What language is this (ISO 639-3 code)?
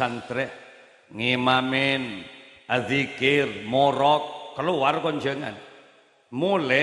mad